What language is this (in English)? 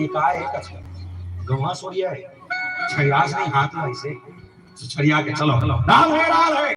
Chhattisgarhi